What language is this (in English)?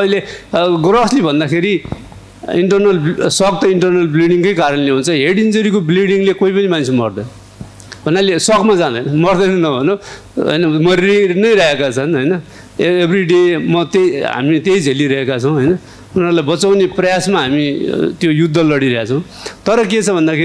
Nepali